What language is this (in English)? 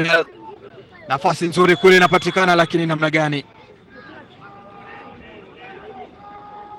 Swahili